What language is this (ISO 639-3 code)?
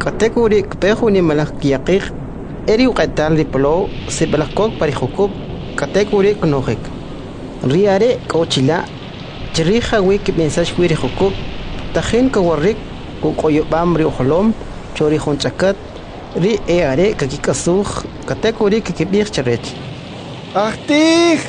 quc